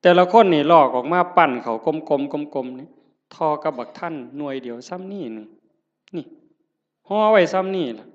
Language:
Northeastern Thai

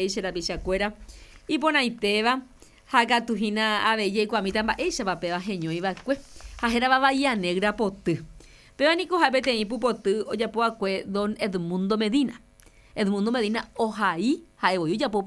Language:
Guarani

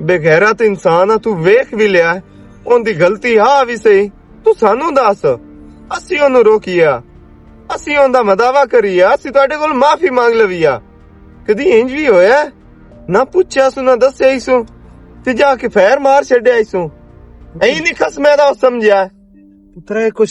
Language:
Western Panjabi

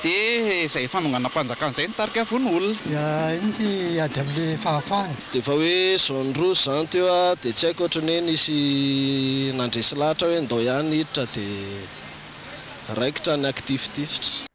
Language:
Malagasy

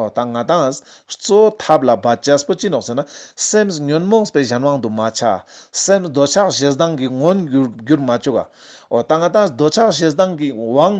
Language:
Ladakhi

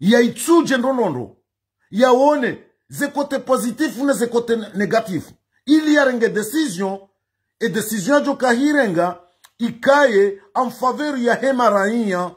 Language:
Ngazidja Comorian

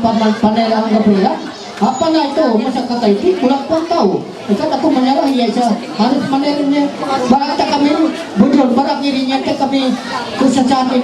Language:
Ma'anyan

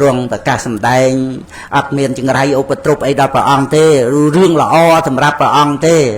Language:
Khmer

